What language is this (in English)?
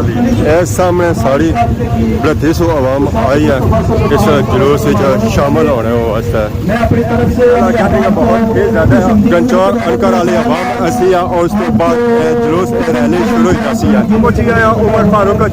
Pahari-Potwari